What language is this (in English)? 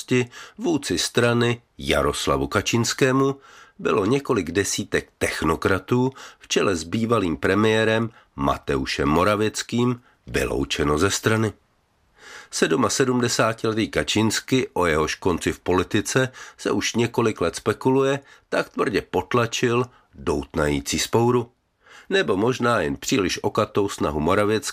Czech